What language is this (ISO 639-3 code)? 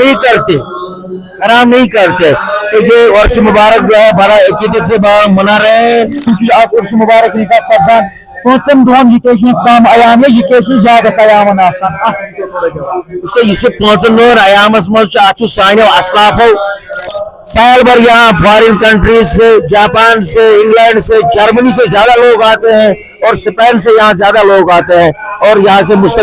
kas